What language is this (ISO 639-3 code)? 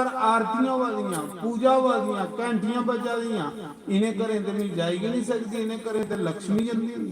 doi